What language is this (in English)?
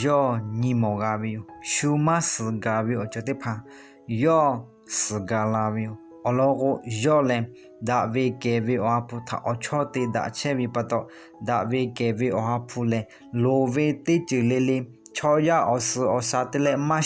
Lahu